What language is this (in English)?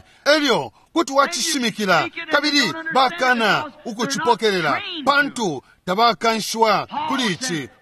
Bemba